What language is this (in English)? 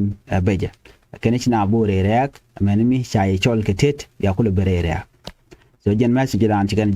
Nuer